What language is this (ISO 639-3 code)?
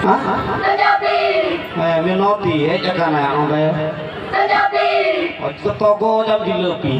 sat